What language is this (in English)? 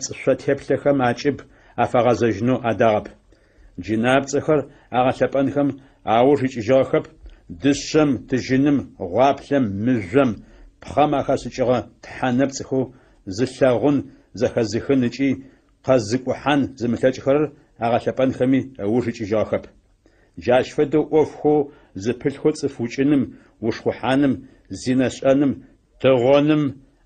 Adyghe